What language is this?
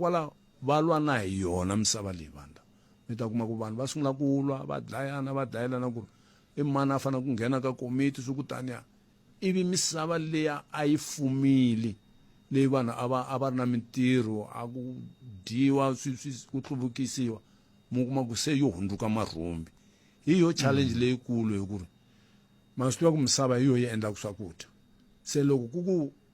Tsonga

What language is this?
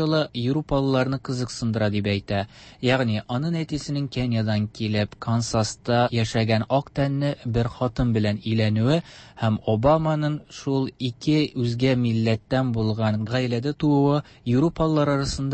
Tatar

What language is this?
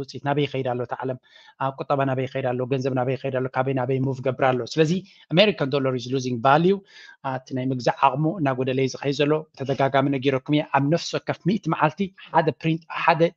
Tigrinya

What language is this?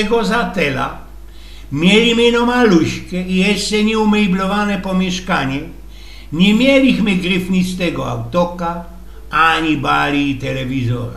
Silesian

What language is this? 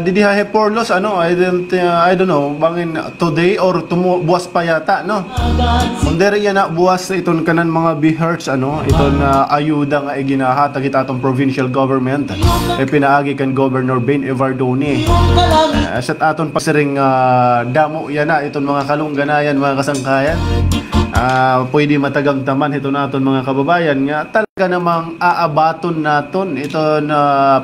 Waray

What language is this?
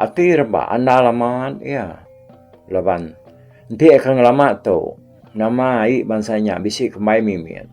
Iban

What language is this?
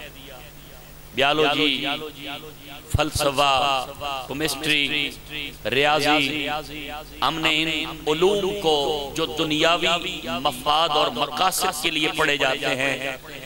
Urdu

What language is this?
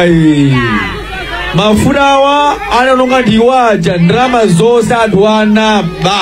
Nyanja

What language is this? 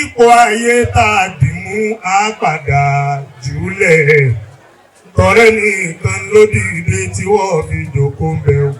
Yoruba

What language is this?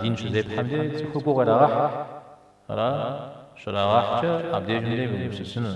Kabardian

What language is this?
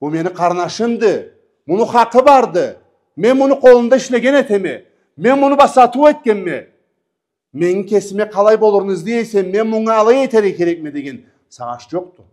Karachay-Balkar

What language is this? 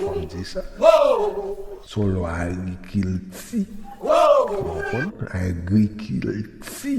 Haitian Creole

